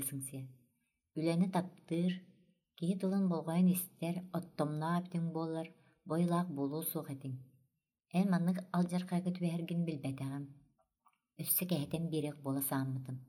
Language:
Yakut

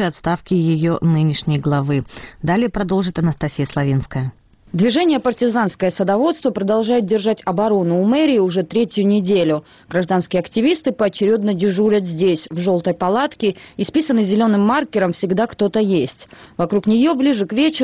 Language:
Russian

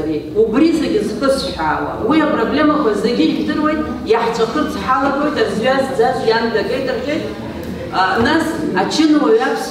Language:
Abkhazian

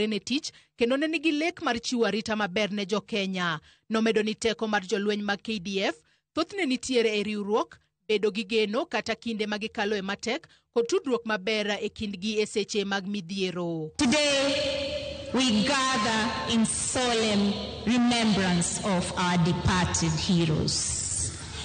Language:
Luo (Kenya and Tanzania)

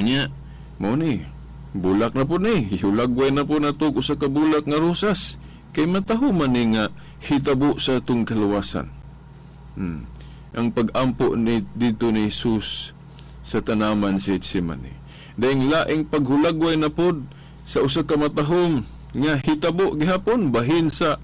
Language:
Cebuano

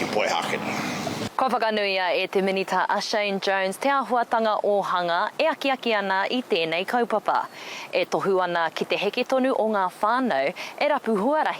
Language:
Māori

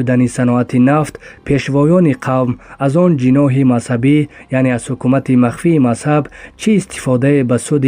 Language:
Tajik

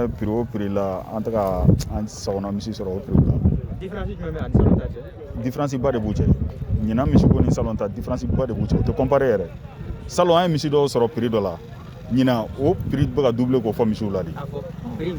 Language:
Bambara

